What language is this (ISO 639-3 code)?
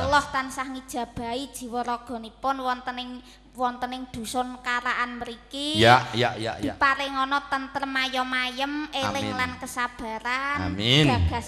jav